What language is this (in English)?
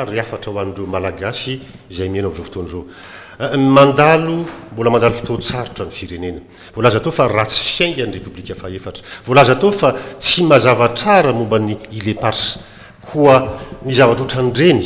Malagasy